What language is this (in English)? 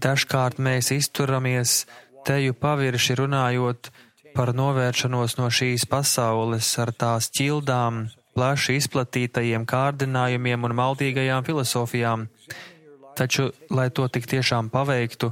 Latvian